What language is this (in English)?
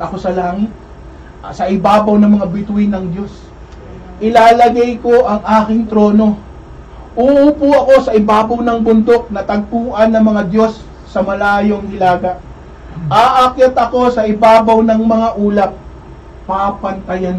Filipino